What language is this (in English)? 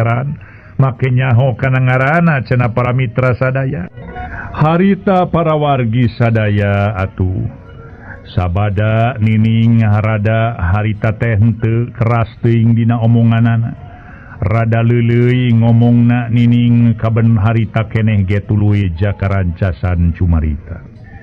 Sundanese